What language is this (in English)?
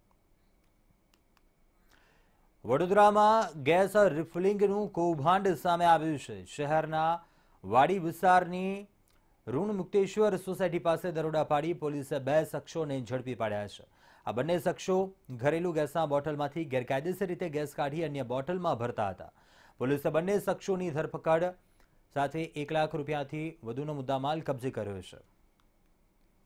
Gujarati